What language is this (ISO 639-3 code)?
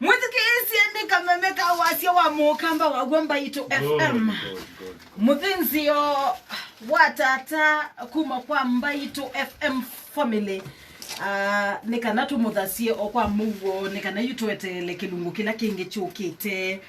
kam